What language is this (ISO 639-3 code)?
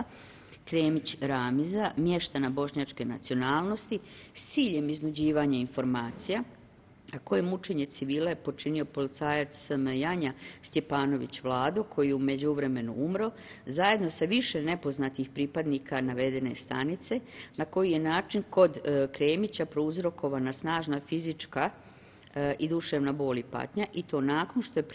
bos